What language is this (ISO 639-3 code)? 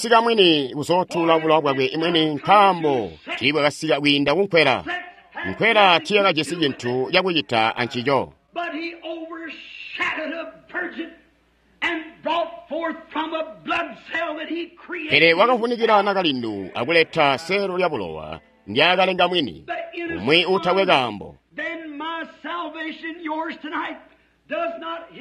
toi